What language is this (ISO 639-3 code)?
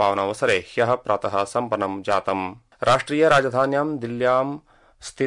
san